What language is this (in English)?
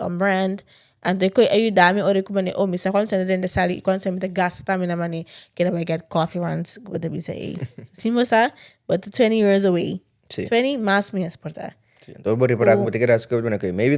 Papiamento